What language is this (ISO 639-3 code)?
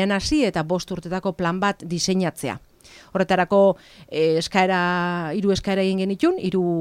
eus